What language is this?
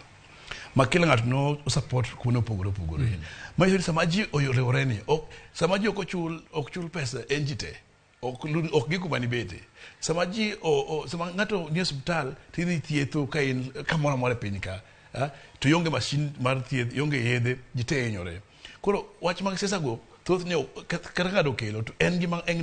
Luo (Kenya and Tanzania)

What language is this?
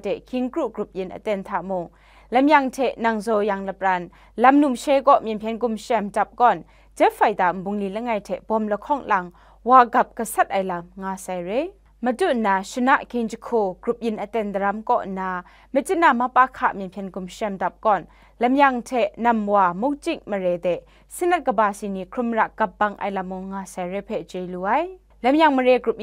Kachin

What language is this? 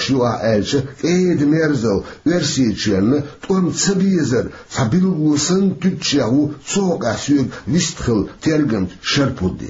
Chechen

